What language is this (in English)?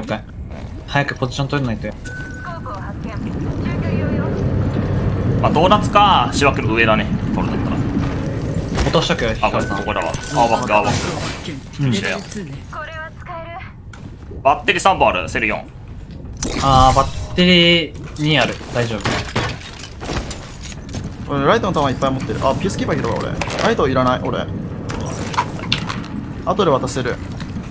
Japanese